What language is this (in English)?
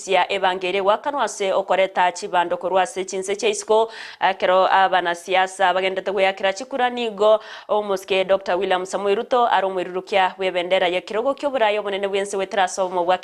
Gusii